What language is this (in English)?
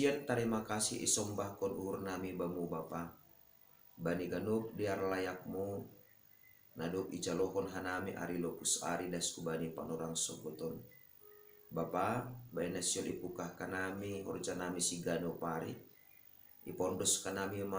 Batak Simalungun